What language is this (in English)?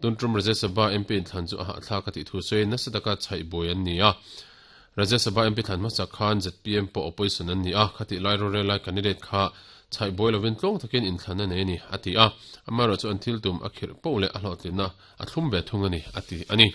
Mizo